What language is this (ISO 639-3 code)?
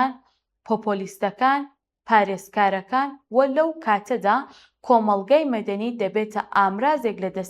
ckb